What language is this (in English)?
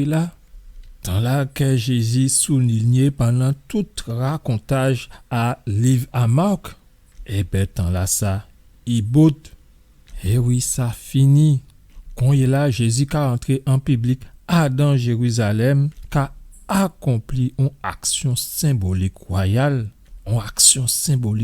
Guadeloupean Creole French